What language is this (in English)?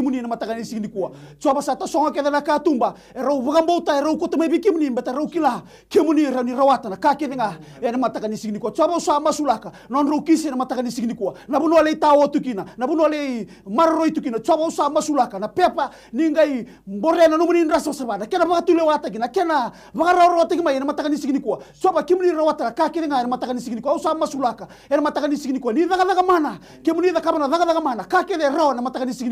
Fijian